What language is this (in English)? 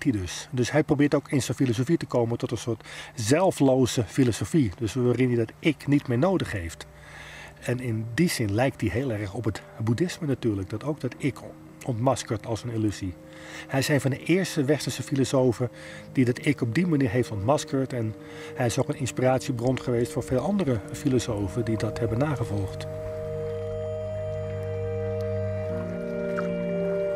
Dutch